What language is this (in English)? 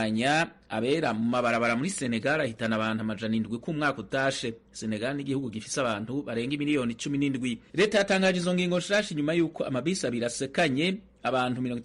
Rundi